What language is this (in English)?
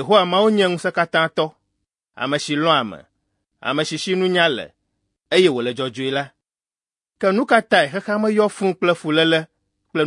Ewe